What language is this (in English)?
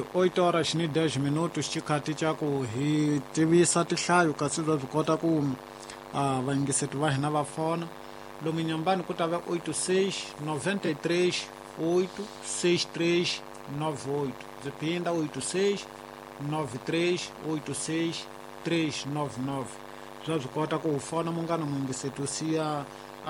Tsonga